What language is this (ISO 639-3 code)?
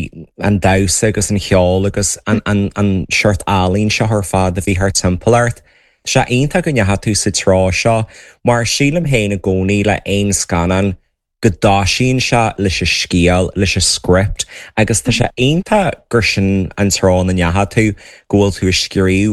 gle